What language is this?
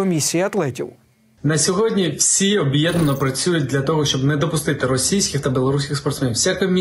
Ukrainian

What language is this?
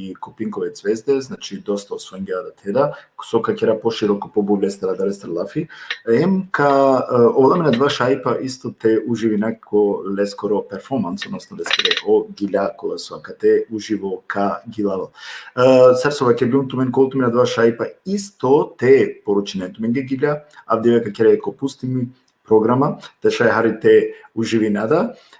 Balkan Romani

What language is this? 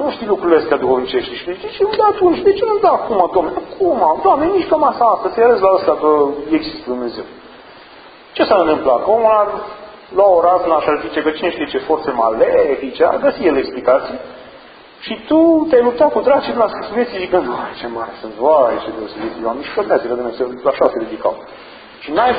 Romanian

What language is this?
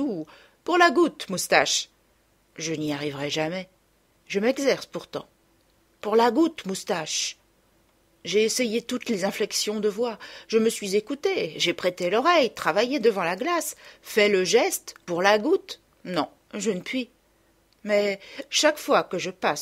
French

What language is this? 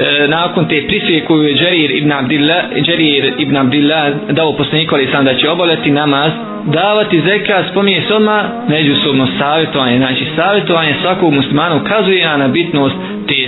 Bosnian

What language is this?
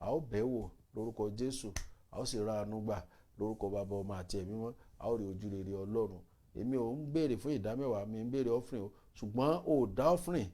Yoruba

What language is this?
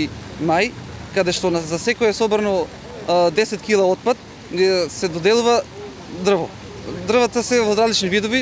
Macedonian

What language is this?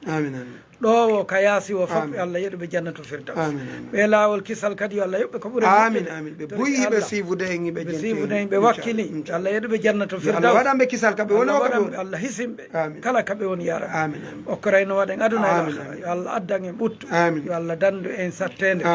Fula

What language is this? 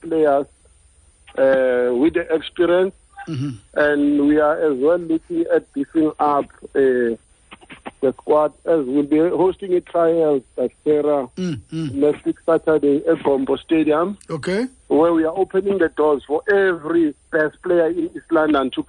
Xhosa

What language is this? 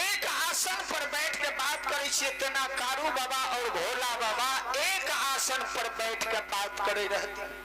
Maithili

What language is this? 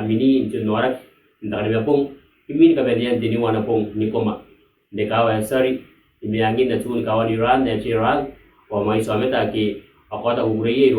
Gilbertese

